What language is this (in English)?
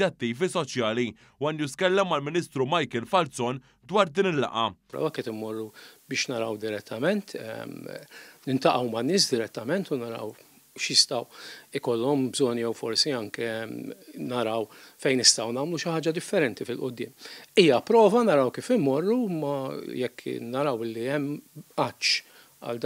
Maltese